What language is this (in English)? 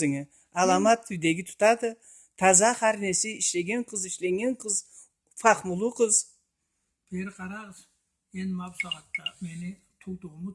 Karachay-Balkar